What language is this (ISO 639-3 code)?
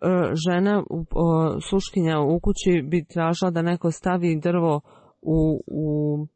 bos